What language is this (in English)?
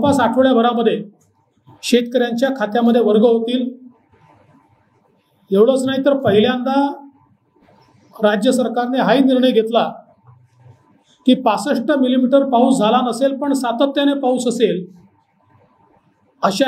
Marathi